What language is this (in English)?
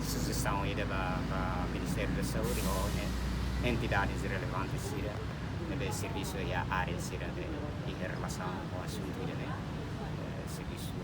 Tetum